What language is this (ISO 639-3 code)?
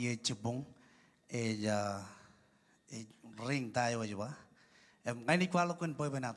mah